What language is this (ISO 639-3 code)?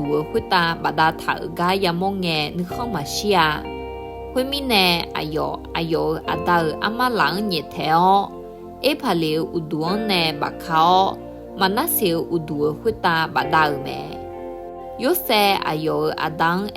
ahk